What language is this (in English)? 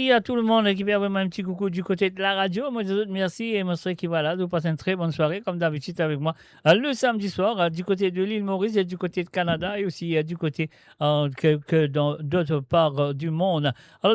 Morisyen